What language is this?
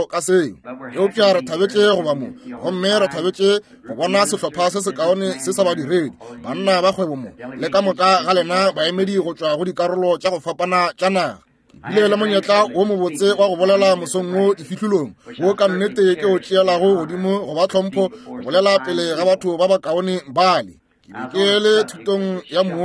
Northern Sotho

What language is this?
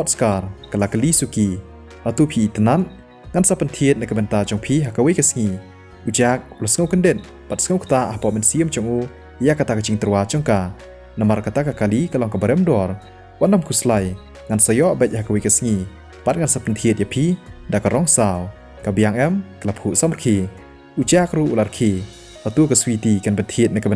Khasi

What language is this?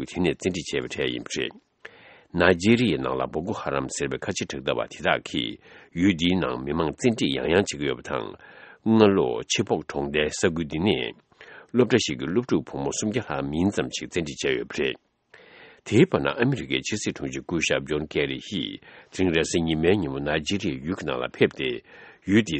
Tibetan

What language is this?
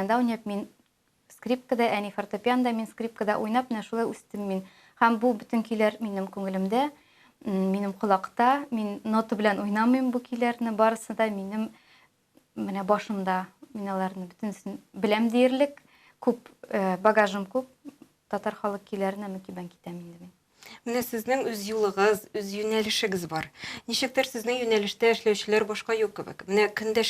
Tatar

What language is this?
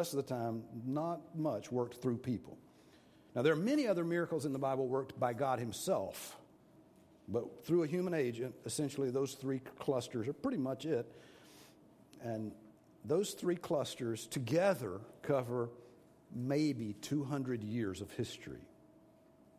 English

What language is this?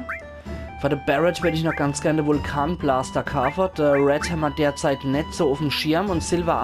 Palatine German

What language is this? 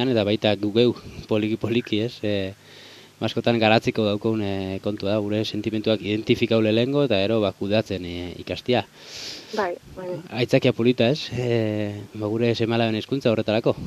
Basque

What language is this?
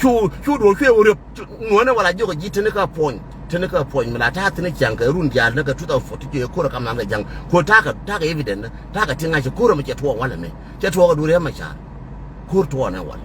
Nuer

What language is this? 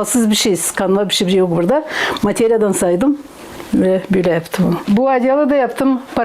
Gagauz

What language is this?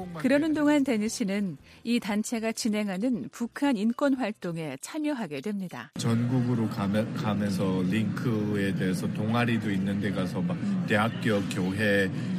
Korean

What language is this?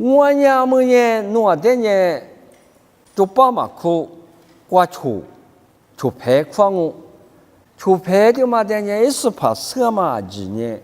Lisu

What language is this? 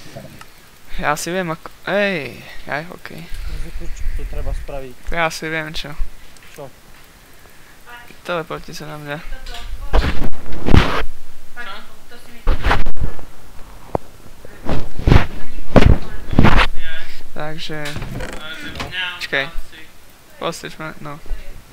Slovak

